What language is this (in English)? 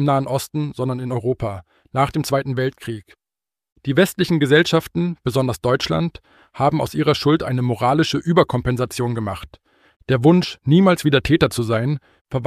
German